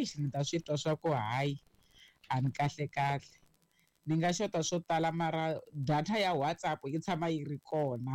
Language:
Tsonga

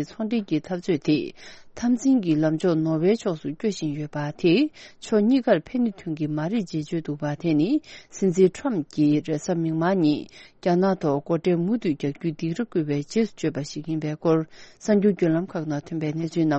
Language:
Tibetan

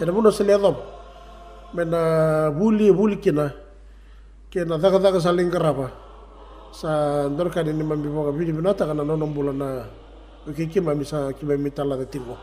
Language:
Fijian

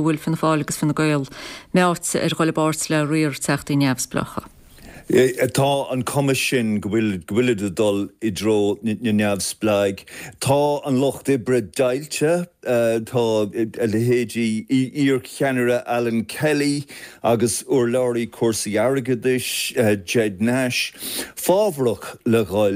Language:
Irish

